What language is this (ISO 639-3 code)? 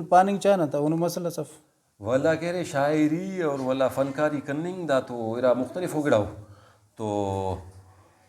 brh